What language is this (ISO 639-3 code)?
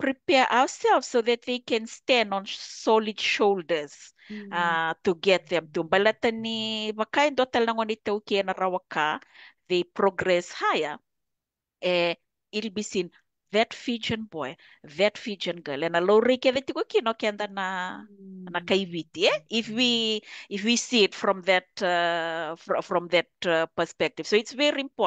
fij